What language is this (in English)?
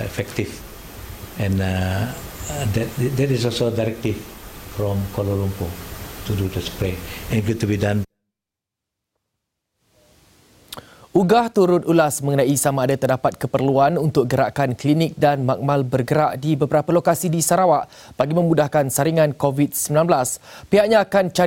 Malay